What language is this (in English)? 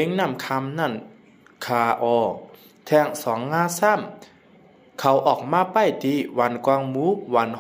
Shan